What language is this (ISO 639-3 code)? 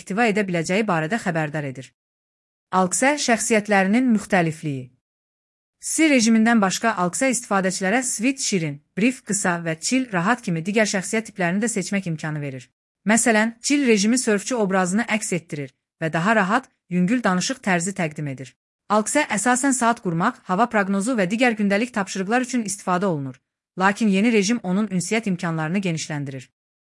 aze